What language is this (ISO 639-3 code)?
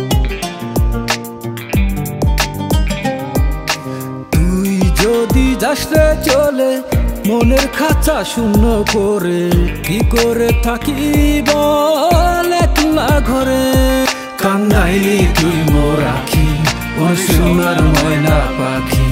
ben